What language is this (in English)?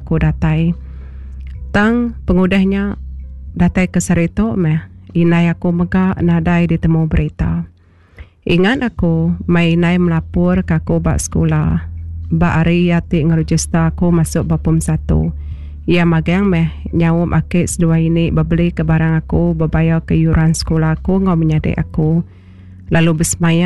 Iban